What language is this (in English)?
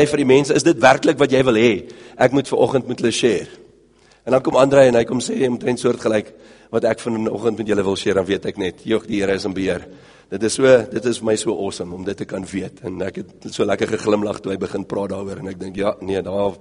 Afrikaans